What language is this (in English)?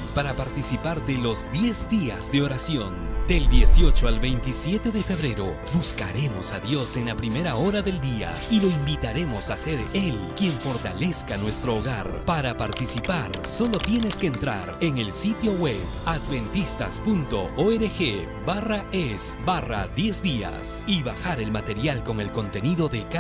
South Bolivian Quechua